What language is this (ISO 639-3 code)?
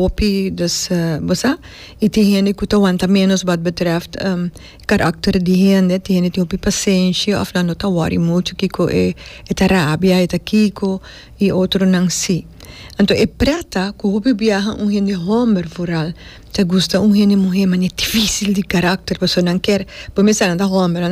pap